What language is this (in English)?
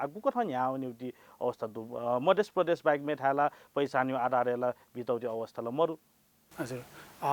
Newari